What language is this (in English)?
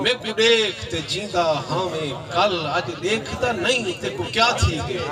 Saraiki